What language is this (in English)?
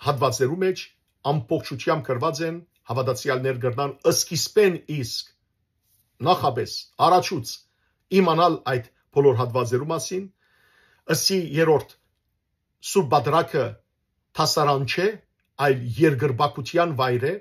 Western Armenian